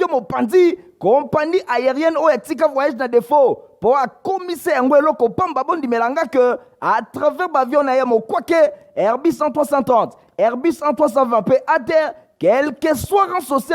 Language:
Lingala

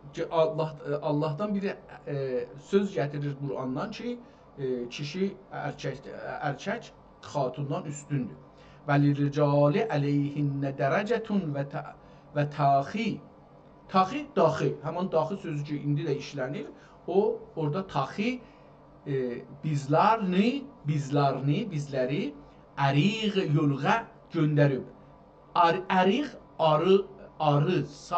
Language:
South Azerbaijani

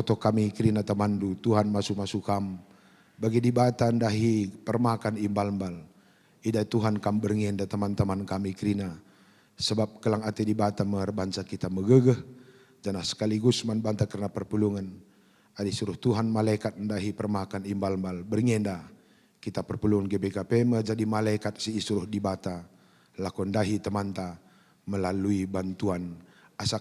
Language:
Batak Karo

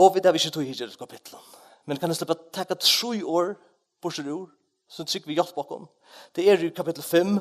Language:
Faroese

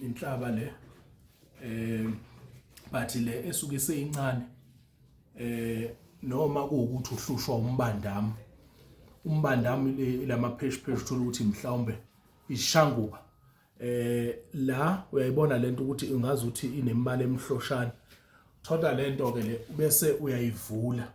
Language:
Zulu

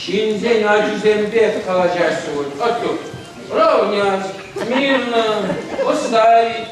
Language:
Chuvash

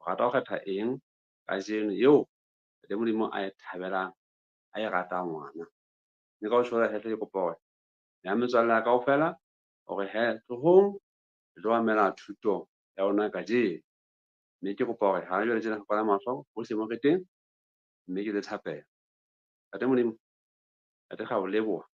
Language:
Southern Sotho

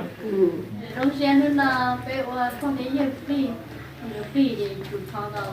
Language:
Hmong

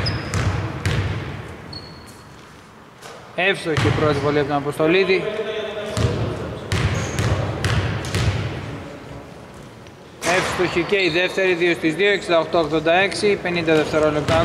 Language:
Greek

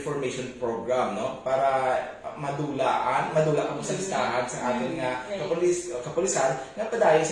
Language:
Hiligaynon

